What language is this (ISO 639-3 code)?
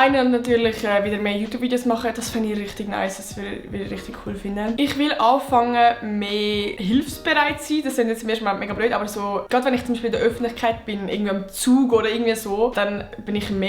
gsw